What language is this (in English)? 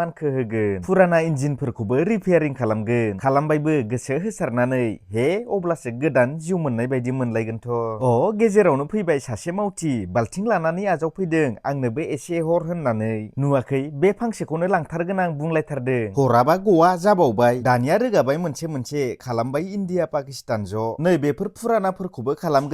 Bodo